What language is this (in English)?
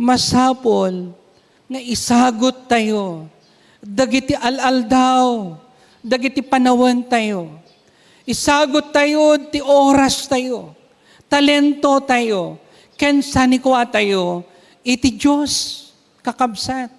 Iloko